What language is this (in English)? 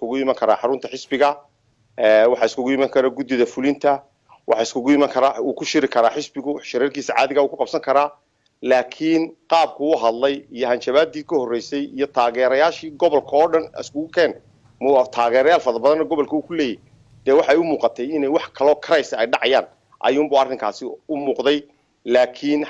Somali